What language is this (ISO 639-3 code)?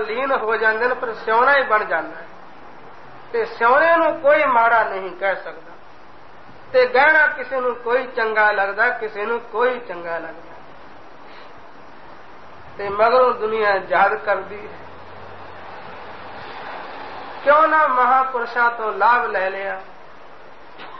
pan